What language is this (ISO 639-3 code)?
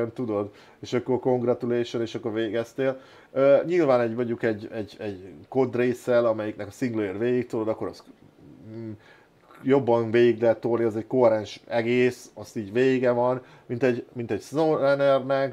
hun